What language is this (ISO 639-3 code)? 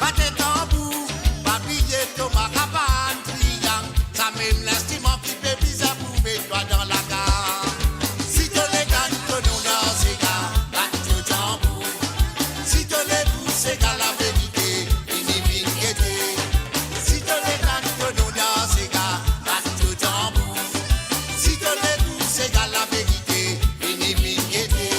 mfe